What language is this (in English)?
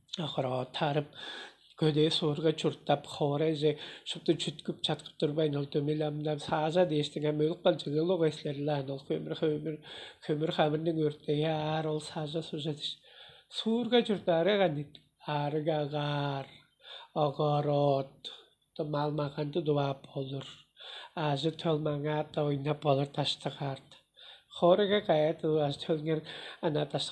Tuvinian